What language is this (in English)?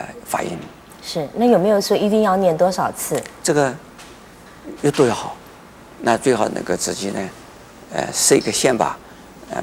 Chinese